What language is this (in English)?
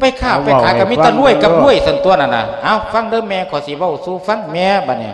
Lao